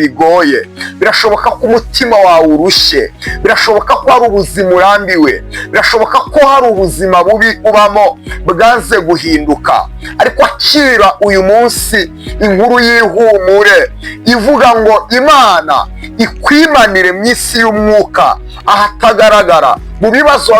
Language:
Kinyarwanda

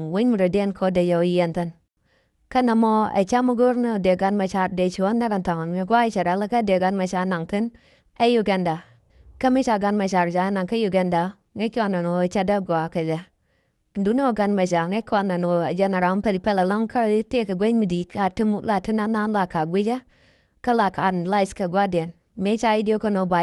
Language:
Nuer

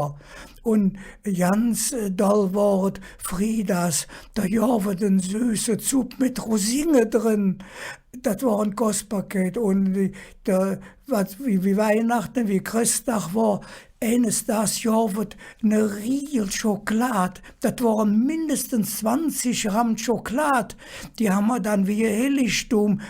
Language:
Colognian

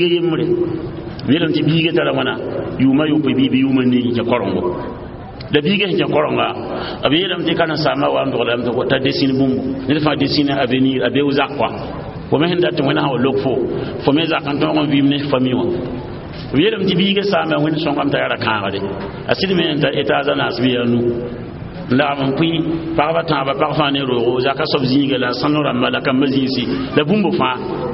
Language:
Mossi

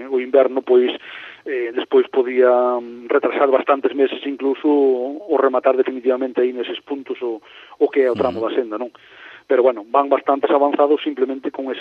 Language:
Galician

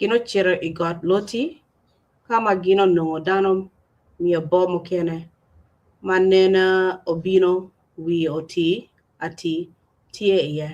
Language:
Acoli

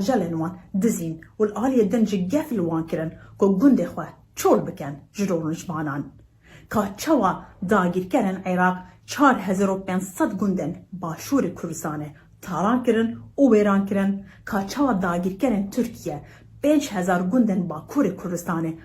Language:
Kurdish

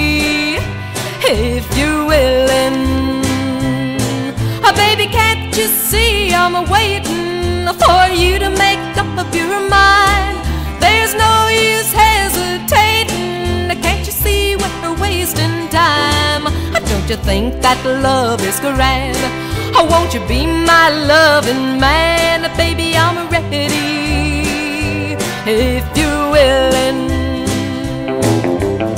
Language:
English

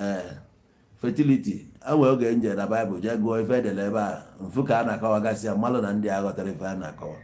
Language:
Igbo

